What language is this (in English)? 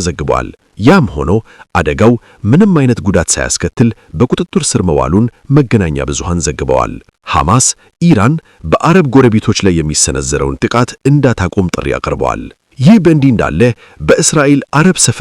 Amharic